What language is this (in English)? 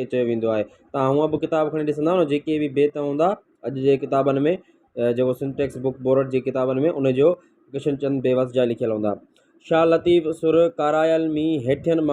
Sindhi